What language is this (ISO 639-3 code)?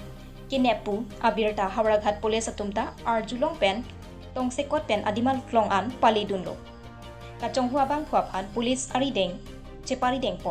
mjw